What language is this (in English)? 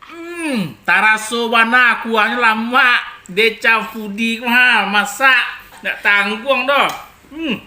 Minangkabau